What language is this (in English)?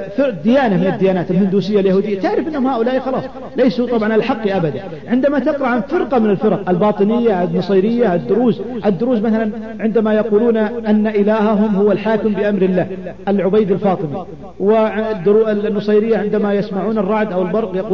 Arabic